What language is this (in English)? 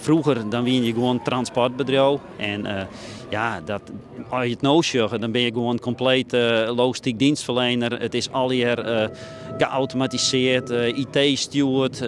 Western Frisian